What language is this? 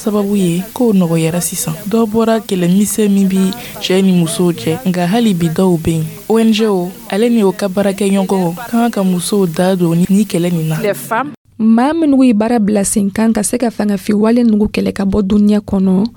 Dyula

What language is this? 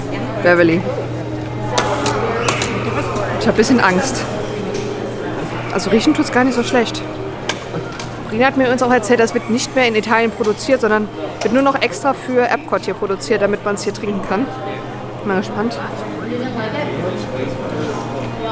German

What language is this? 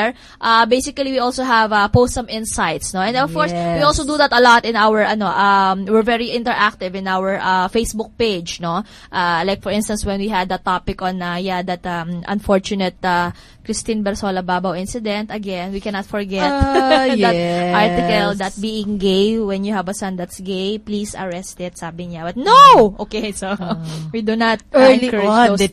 Filipino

